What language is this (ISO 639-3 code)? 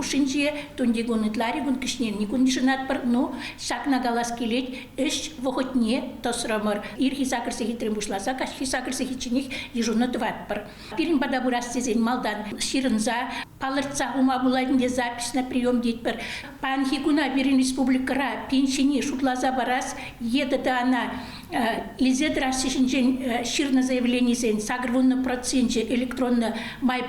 chv